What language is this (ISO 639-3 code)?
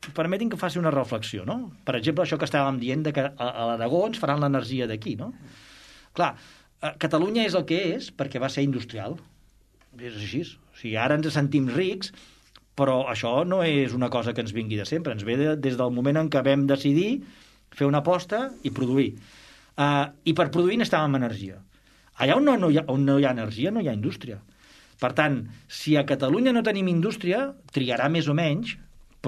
cat